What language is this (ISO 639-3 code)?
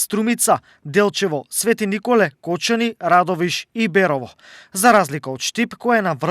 mkd